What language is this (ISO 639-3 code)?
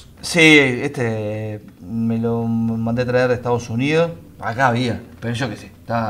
spa